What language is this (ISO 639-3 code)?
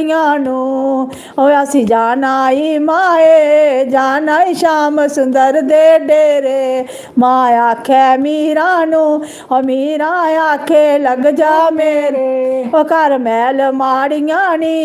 doi